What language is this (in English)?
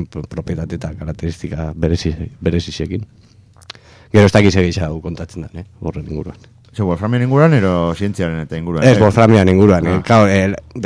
Basque